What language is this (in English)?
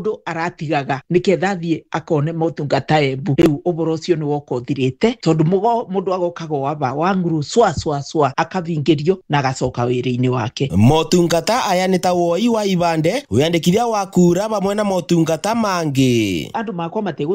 Kikuyu